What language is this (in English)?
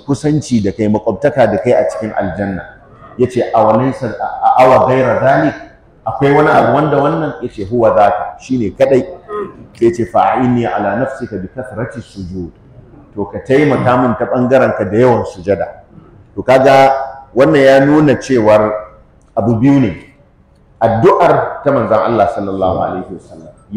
Hausa